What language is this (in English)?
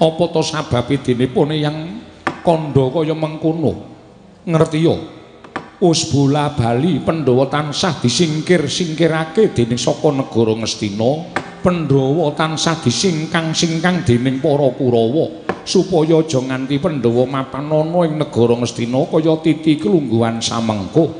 Javanese